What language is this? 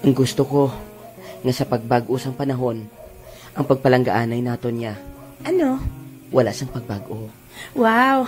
Hiligaynon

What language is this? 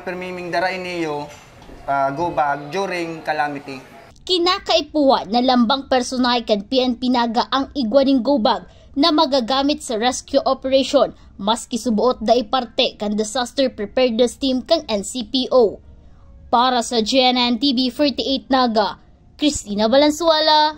Bikol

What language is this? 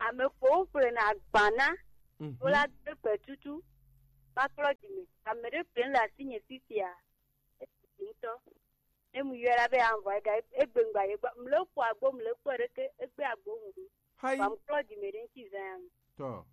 Gen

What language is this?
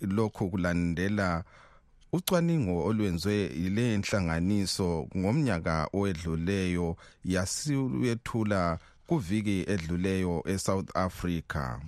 North Ndebele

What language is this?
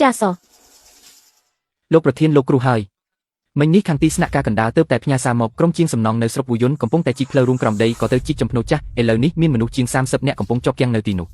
Khmer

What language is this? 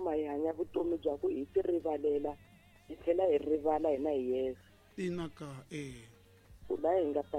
Tsonga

